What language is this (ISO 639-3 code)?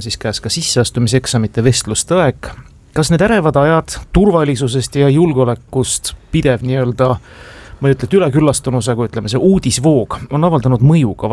est